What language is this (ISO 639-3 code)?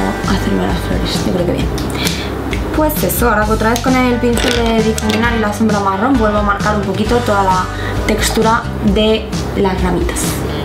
spa